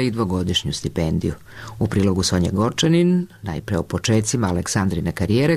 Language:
Serbian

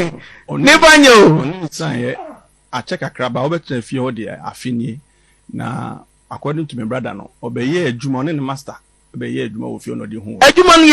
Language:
Akan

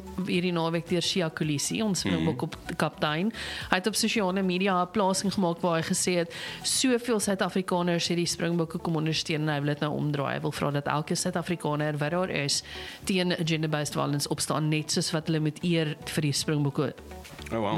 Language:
Afrikaans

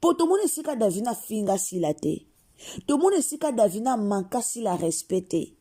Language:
Lingala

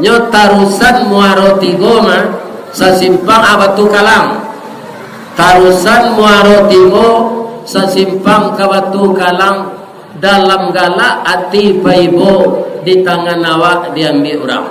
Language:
Minangkabau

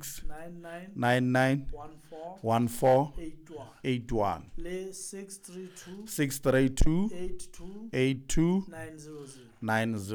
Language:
Southern Sotho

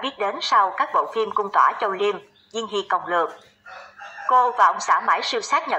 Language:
Vietnamese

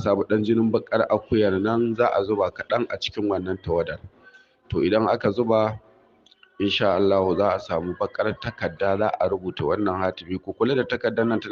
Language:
Hausa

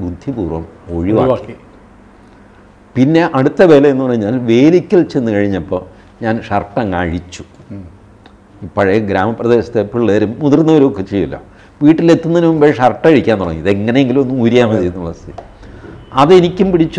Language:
Malayalam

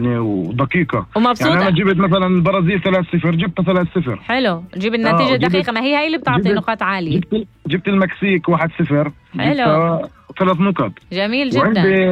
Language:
North Levantine Arabic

